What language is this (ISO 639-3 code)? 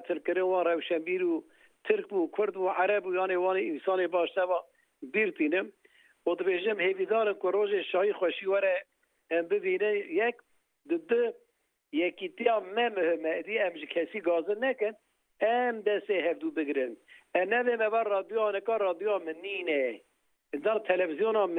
kur